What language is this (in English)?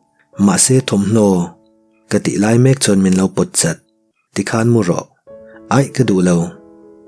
Mizo